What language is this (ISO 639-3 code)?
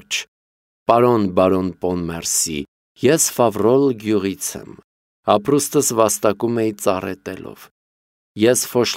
hye